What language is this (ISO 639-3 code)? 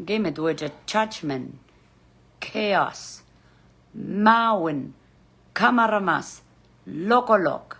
pon